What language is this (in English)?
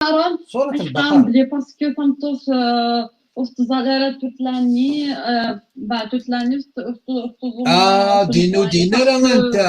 Kabyle